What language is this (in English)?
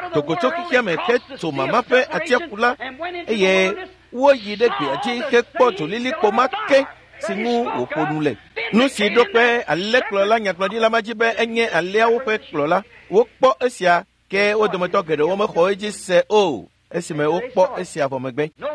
Ewe